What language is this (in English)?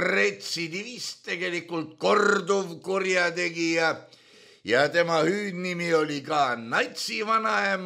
Estonian